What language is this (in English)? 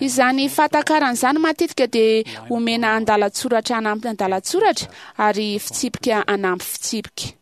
Malagasy